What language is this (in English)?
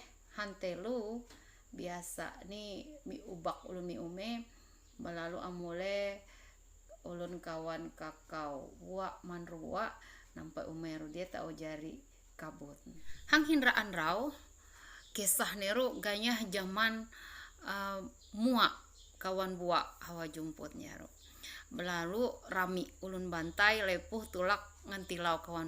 Ma'anyan